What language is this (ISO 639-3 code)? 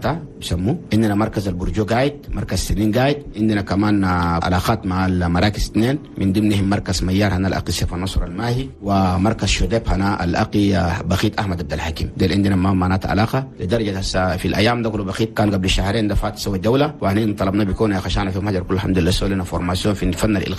shu